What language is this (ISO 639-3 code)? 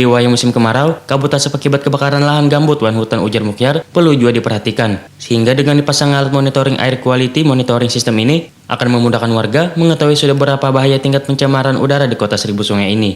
bjn